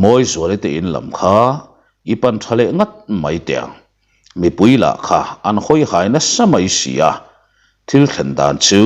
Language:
Mizo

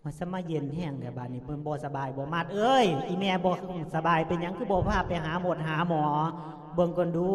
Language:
Lao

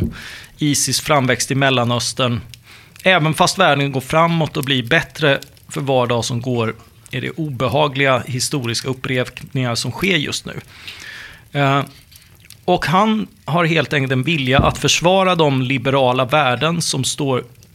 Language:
Swedish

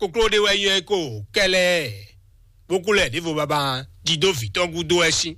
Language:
Fon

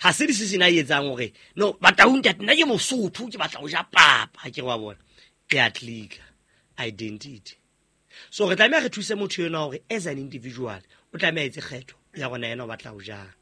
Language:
Southern Sotho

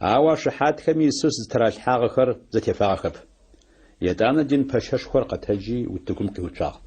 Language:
Adyghe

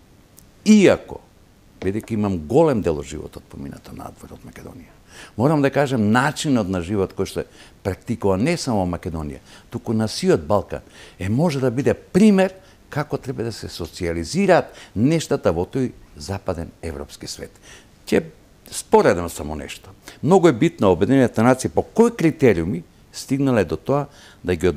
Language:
Macedonian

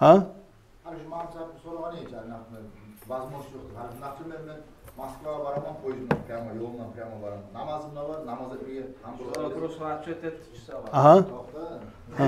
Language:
Kumyk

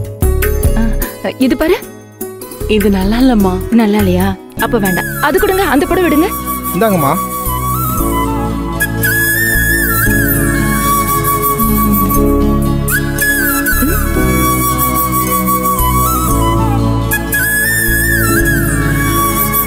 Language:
Tamil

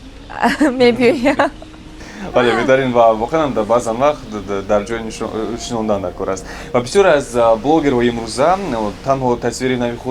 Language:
Tajik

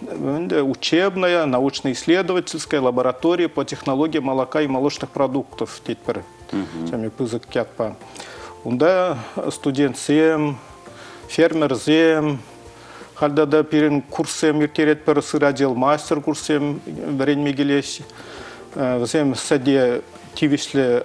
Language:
Chuvash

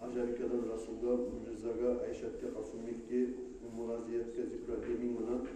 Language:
Kumyk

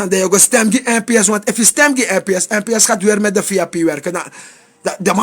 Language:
Sranan Tongo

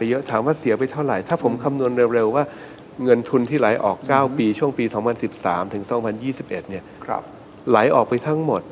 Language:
Thai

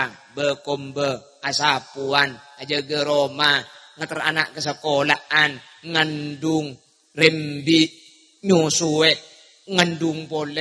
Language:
Madurese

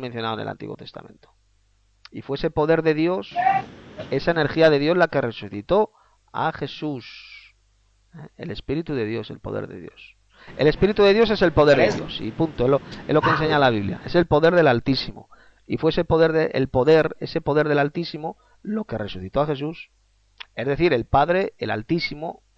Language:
Spanish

